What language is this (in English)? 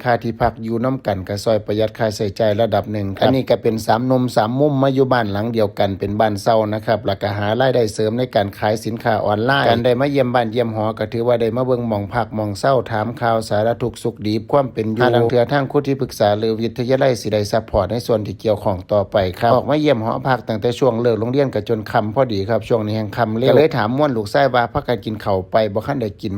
Northeastern Thai